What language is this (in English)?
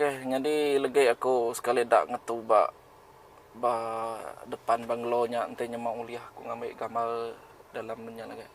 Iban